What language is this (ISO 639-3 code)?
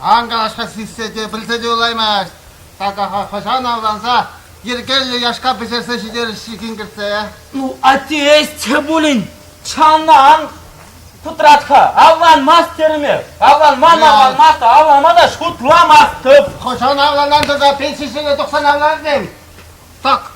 chv